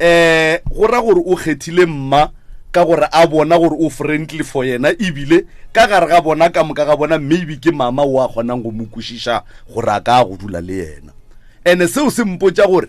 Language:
Northern Sotho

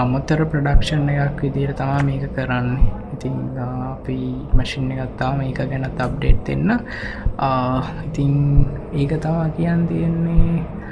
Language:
Sinhala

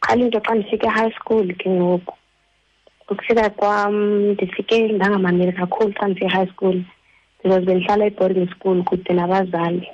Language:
Xhosa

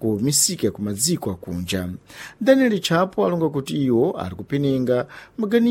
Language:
Sena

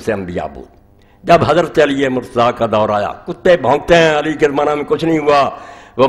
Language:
Urdu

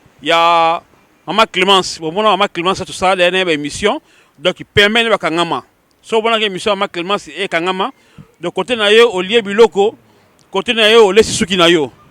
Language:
Lingala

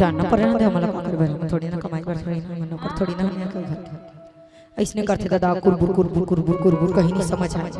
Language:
Chhattisgarhi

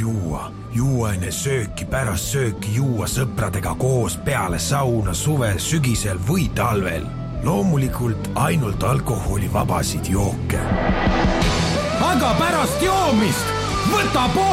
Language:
Estonian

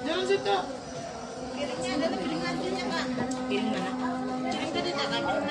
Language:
Banjar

